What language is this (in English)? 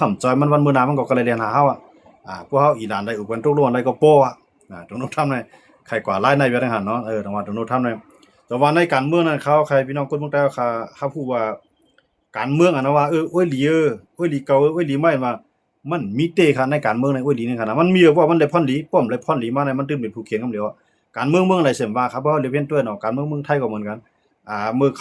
Shan